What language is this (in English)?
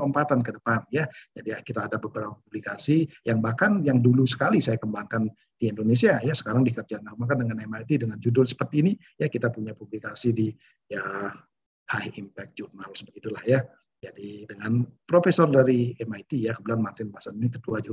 Indonesian